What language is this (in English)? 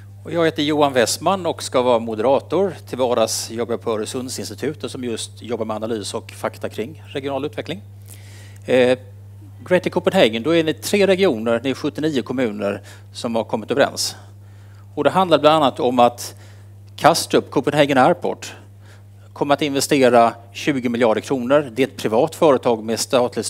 Swedish